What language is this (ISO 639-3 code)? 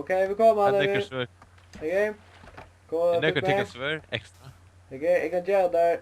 fao